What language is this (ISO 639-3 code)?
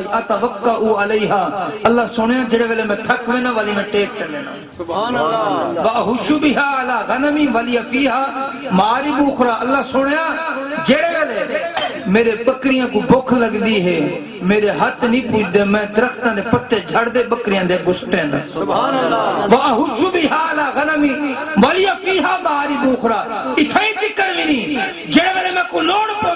skr